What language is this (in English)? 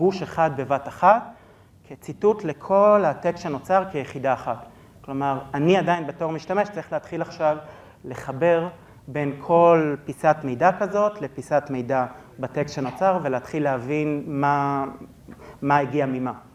Hebrew